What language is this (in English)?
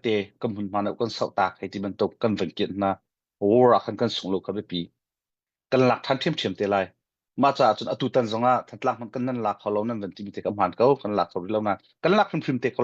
Hakha Chin